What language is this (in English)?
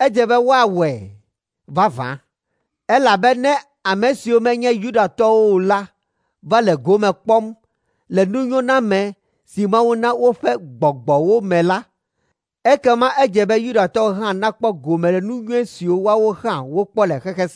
Ewe